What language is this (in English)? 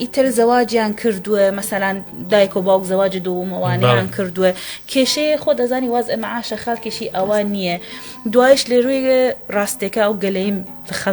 Central Kurdish